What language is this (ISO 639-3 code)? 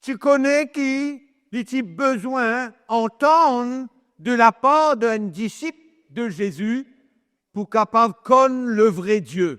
mfe